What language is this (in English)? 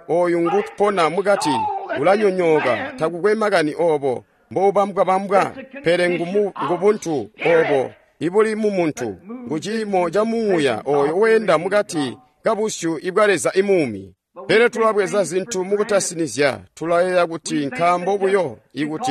Tonga (Zambia)